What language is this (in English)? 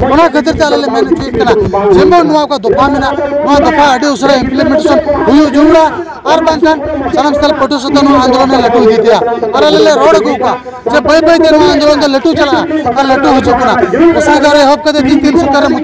Santali